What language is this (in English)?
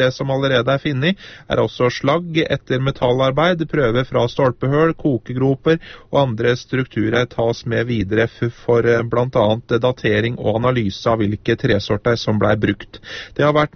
Norwegian